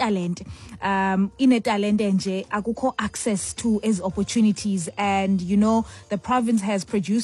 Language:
Xhosa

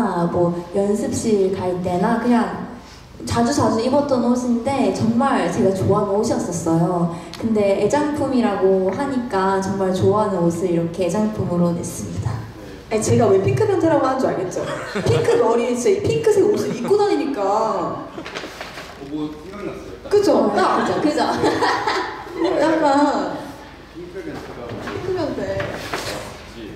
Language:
Korean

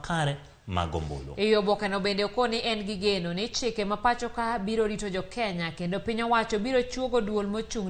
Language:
Luo (Kenya and Tanzania)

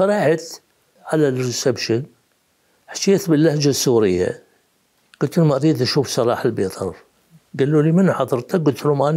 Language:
Mesopotamian Arabic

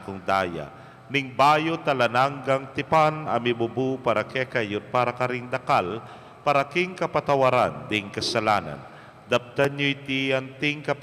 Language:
Pampanga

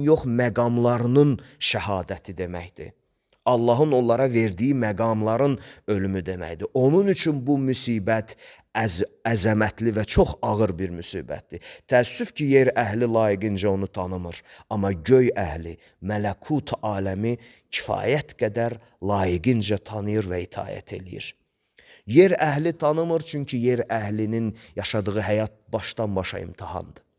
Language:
Azerbaijani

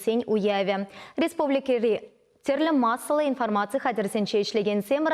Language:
Chuvash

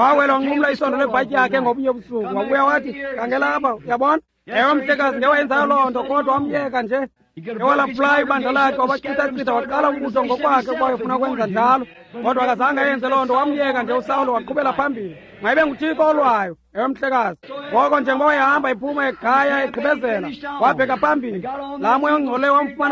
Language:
Xhosa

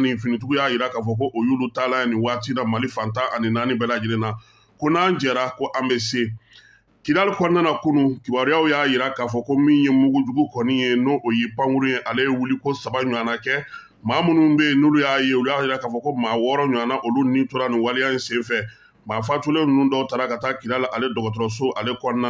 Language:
Bambara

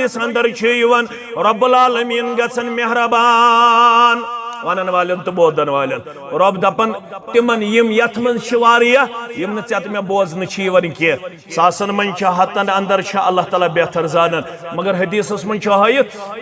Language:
Kashmiri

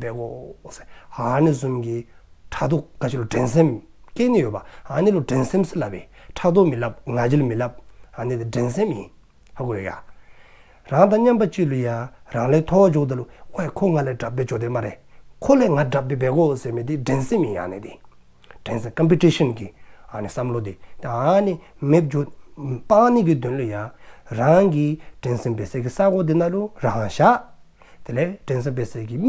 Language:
Dzongkha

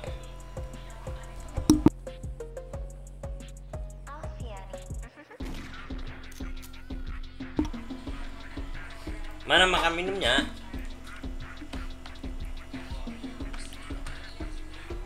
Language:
Indonesian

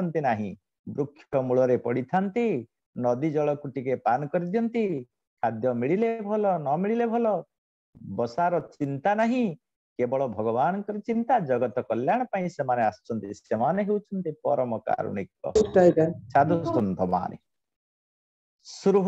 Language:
Odia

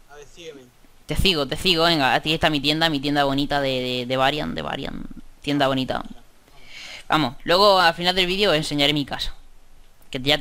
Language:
Spanish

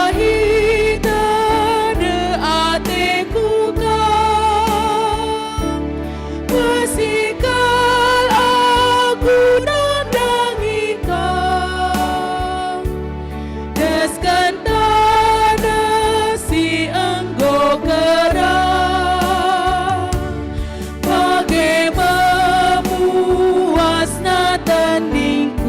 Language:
Batak Karo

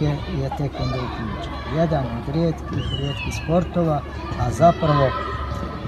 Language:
Croatian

